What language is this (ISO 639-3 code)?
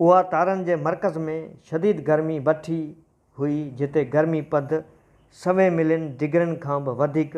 snd